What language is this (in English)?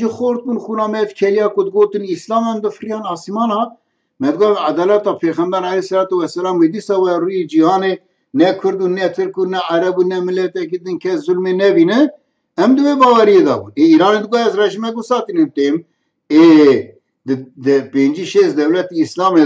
Kurdish